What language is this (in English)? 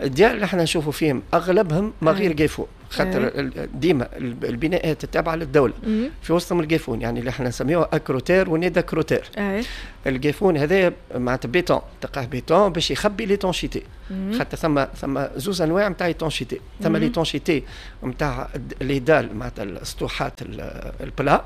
Tunisian Arabic